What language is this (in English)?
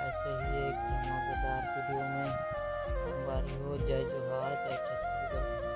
Chhattisgarhi